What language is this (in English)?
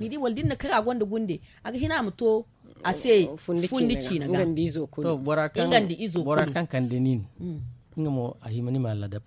Zarma